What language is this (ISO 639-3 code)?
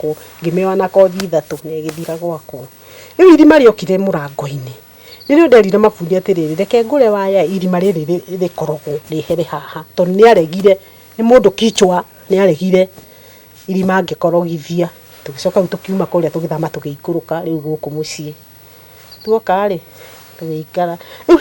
kik